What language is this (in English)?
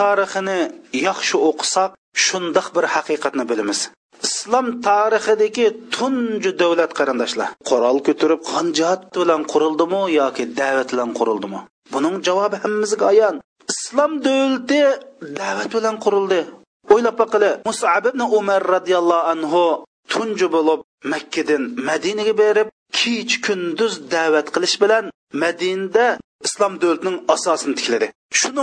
Uyghur